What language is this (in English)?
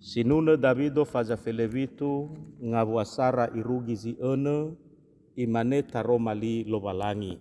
Nias